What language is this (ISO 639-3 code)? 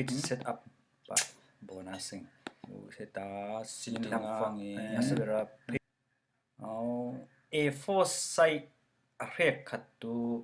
cfm